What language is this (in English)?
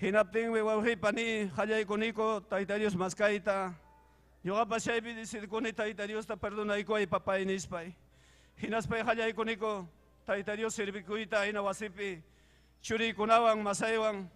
Ayacucho Quechua